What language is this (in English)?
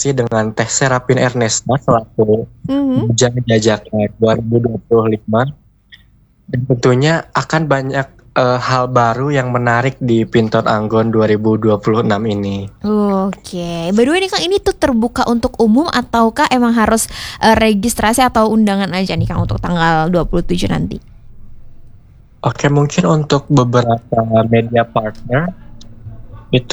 Indonesian